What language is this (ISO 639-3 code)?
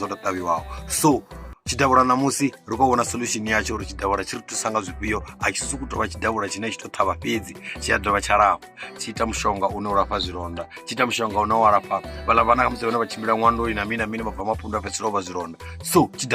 ven